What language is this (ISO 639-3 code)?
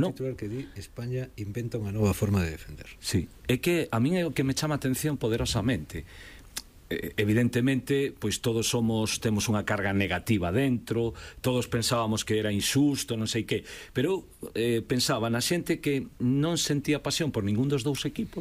glg